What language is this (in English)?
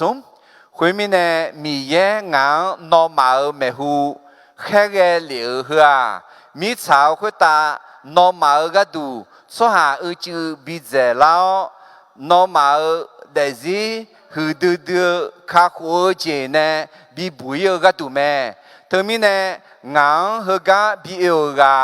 Akha